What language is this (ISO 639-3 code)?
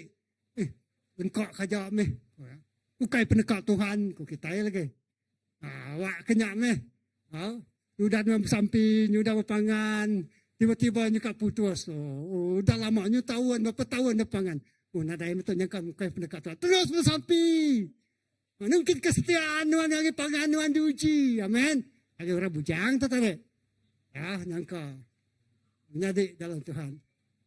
iba